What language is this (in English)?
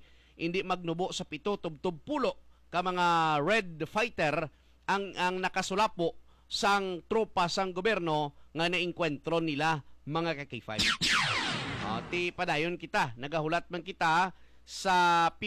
Hiligaynon